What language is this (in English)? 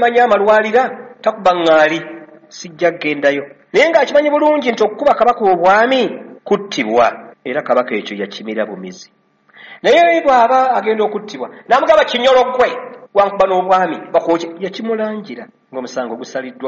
Ganda